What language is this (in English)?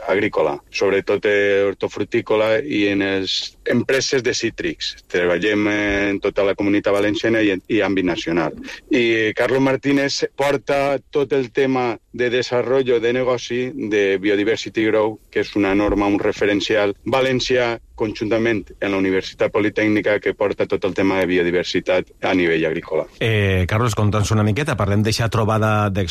Catalan